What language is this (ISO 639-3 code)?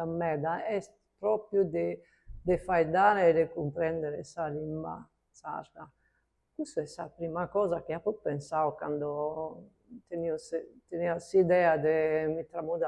srd